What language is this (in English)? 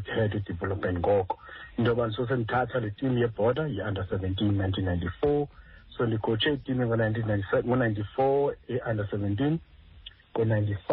Xhosa